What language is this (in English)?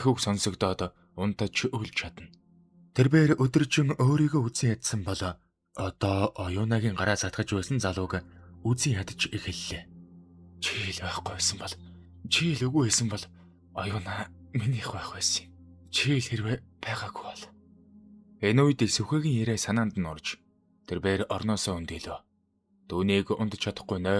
Mongolian